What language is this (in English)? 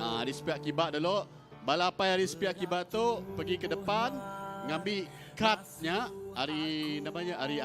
Iban